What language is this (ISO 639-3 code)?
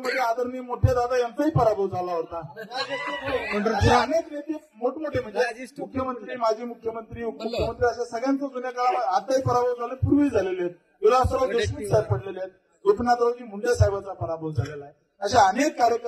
mar